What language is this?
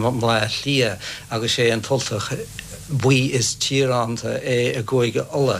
Irish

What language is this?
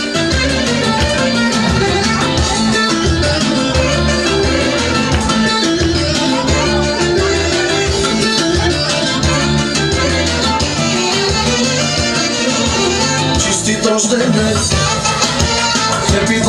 Bulgarian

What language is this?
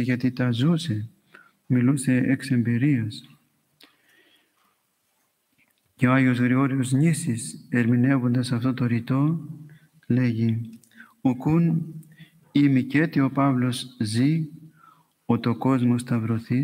Greek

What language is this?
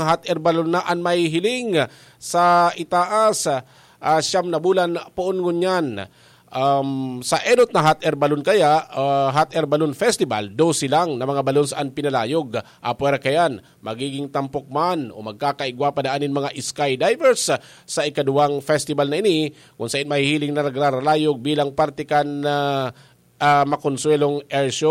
Bikol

